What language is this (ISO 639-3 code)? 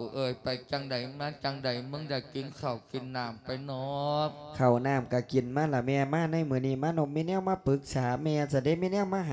lao